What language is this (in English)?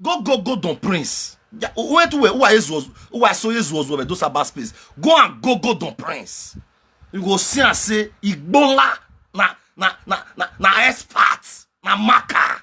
Nigerian Pidgin